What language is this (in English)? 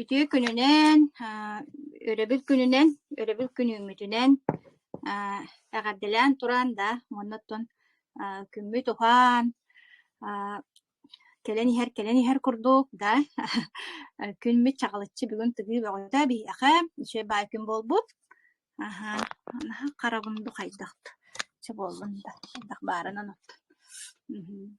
Yakut